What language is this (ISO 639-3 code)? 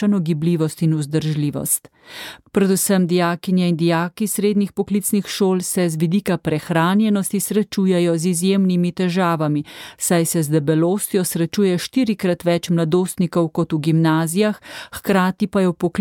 slv